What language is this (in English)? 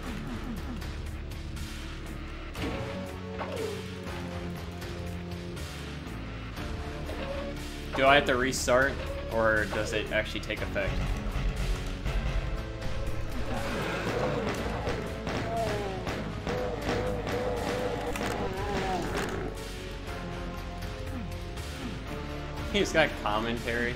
English